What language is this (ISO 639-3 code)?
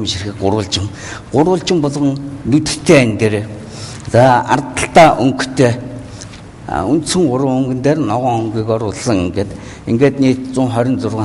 mon